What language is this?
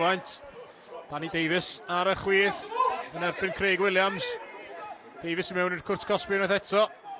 Welsh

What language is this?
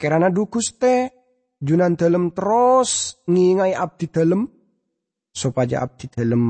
Madurese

